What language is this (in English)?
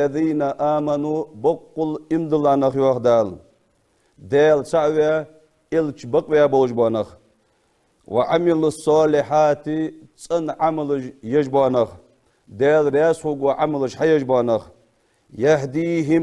Ingush